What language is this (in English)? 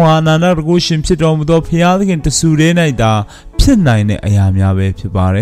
Burmese